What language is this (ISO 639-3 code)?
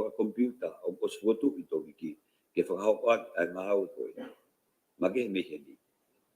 ton